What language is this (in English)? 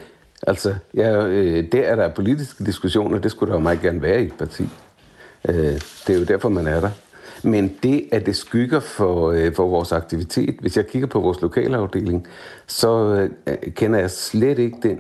Danish